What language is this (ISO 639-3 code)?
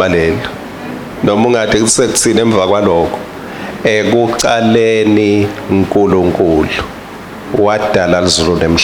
ssw